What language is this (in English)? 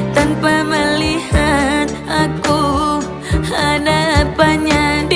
Banjar